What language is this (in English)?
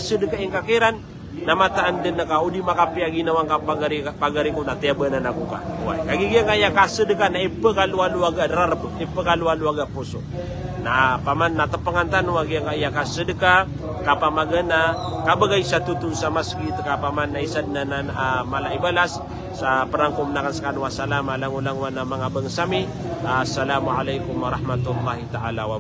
Maranao